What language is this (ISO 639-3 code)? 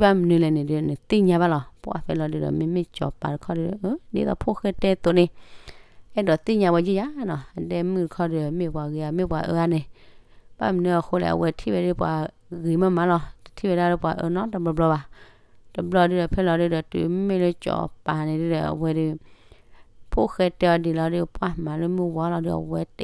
ksw